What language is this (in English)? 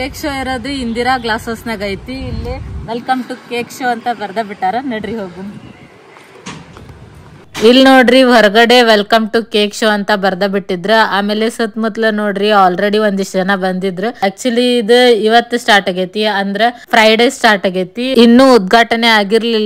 Kannada